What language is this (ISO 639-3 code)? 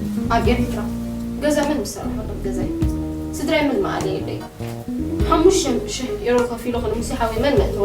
tir